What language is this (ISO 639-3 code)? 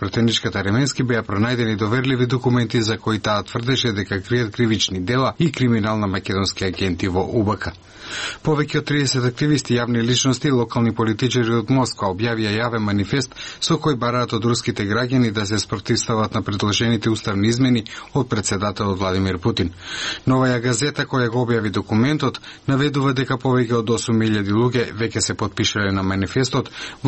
mkd